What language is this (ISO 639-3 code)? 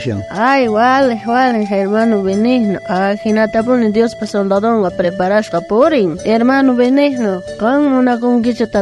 quh